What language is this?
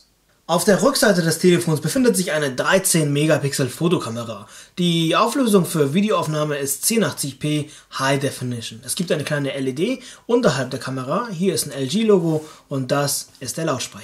German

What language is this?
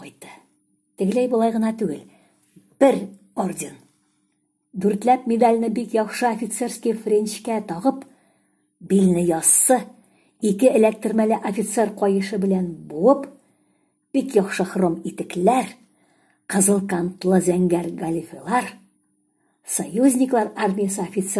Tatar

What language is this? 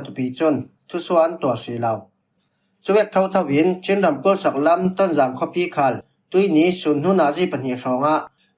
Falam Chin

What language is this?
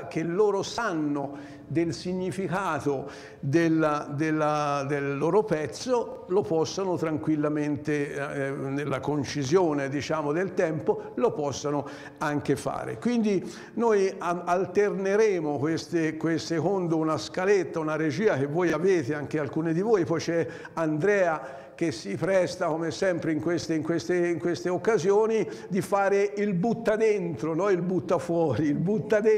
Italian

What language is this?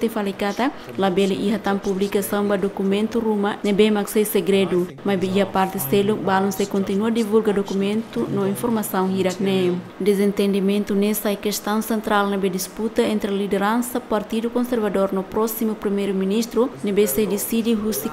Tetum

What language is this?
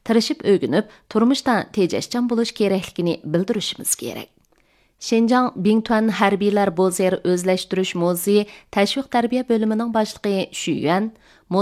Uyghur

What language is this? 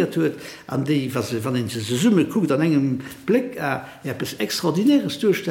Luxembourgish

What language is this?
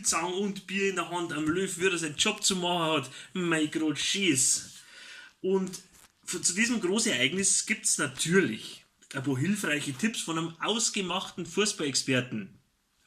Bavarian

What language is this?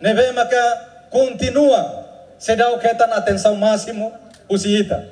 Tetum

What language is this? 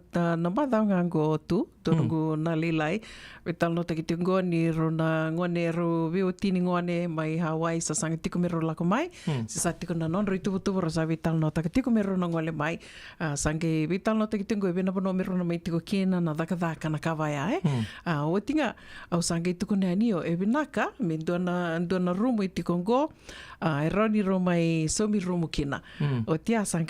Fijian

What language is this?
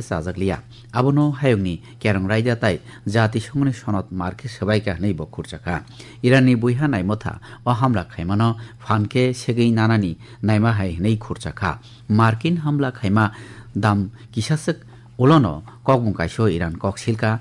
Kok Borok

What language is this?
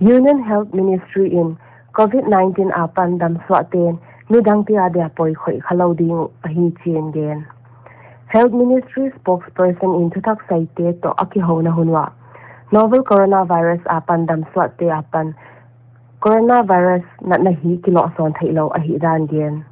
Paite Chin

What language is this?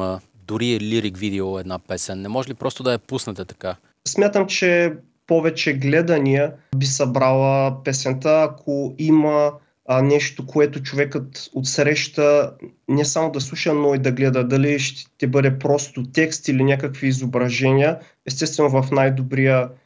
Bulgarian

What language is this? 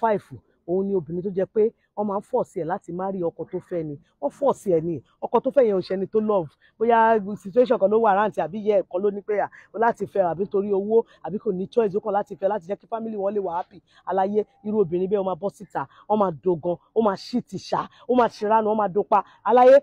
Yoruba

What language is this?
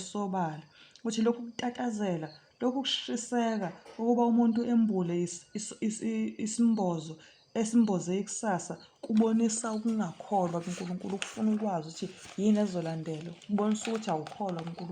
Zulu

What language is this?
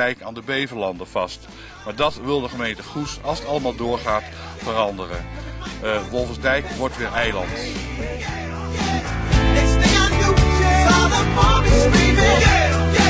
Dutch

